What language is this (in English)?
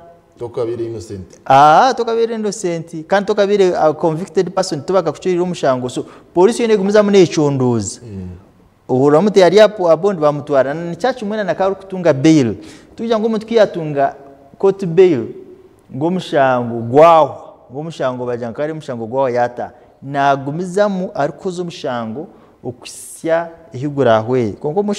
Nyankole